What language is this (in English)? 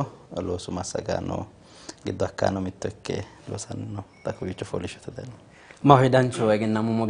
Sidamo